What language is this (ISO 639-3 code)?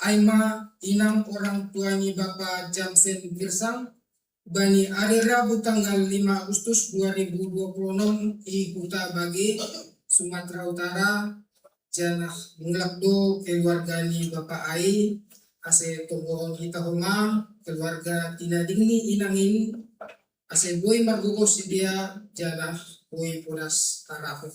bts